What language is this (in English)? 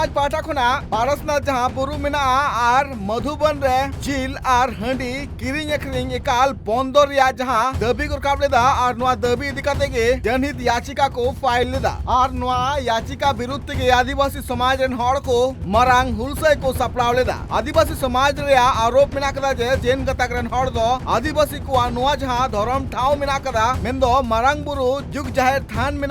Santali